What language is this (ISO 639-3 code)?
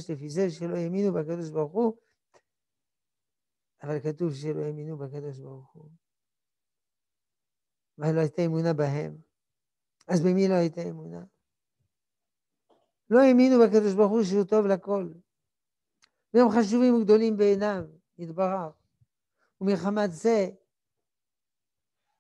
heb